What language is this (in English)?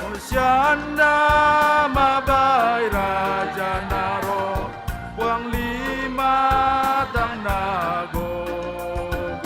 Batak Simalungun